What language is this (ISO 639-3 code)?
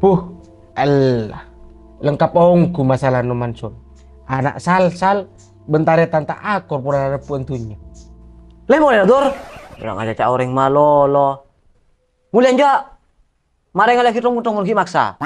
mad